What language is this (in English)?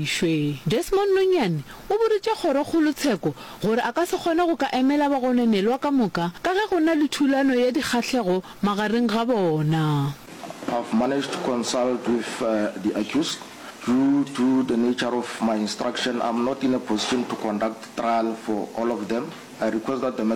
Northern Sotho